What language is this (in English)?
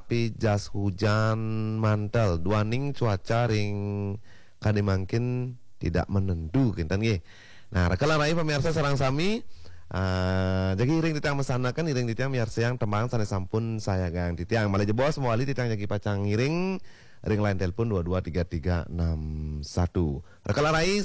Balinese